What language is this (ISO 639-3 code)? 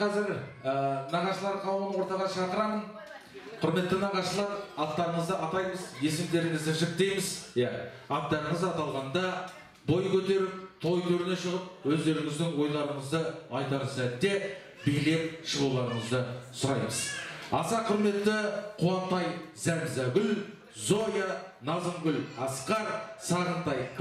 kaz